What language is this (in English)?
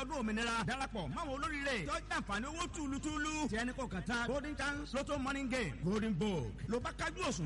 Yoruba